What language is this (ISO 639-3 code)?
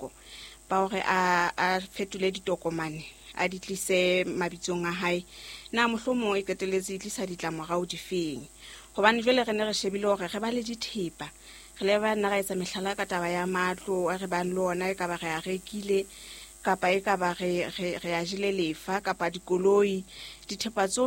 sot